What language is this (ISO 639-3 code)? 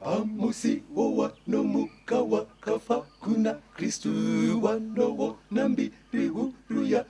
sna